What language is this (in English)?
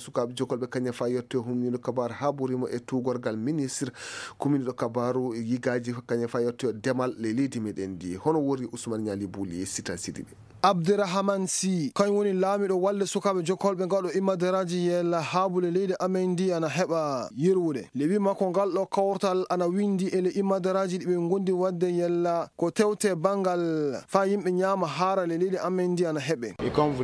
Fula